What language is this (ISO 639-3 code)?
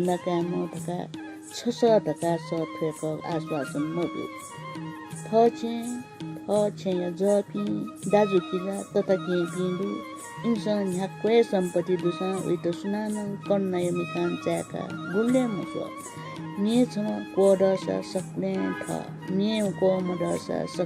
new